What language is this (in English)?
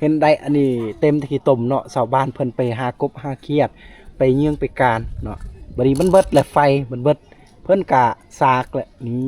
Lao